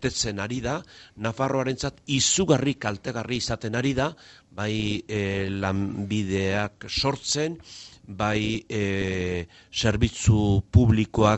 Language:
Basque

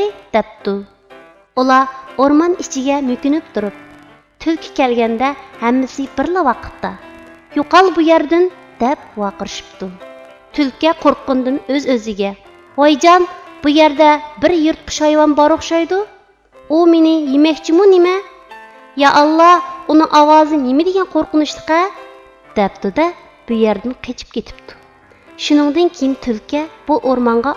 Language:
Uyghur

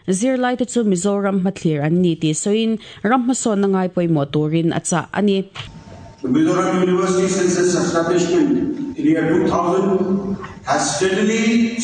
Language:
Mizo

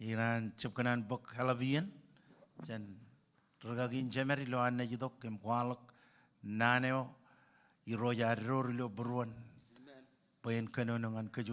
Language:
Marshallese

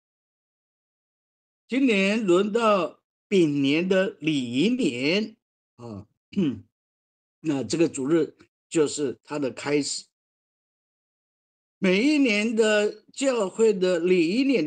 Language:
Chinese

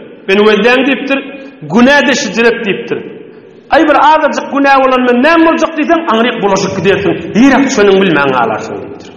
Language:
Turkmen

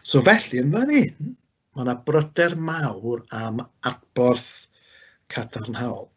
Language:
Welsh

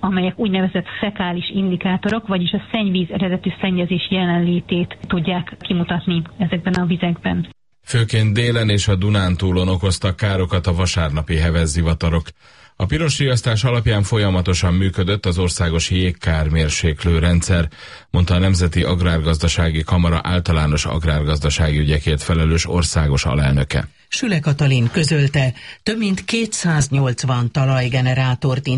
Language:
Hungarian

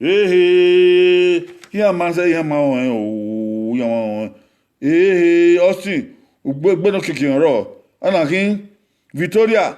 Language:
Bini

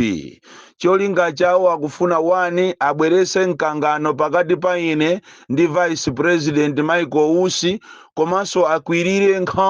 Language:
Nyanja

